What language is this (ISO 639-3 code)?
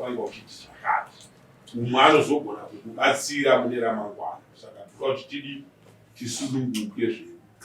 sna